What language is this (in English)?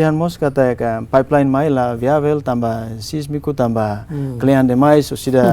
Tetum